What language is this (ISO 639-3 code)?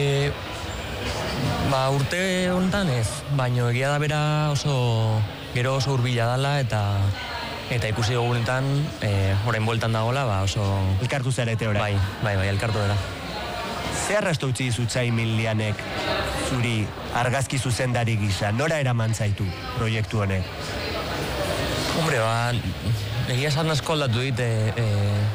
eus